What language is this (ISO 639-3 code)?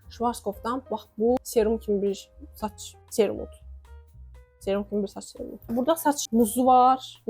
aze